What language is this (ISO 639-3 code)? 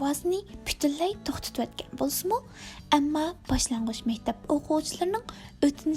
uig